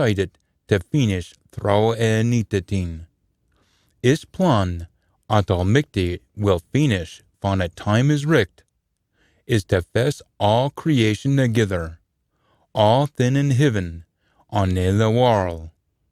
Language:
Scots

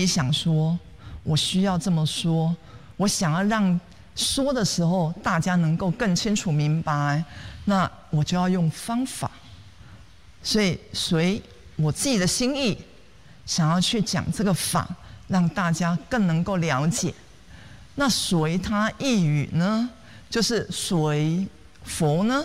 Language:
Chinese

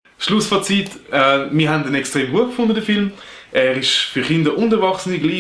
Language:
Swiss German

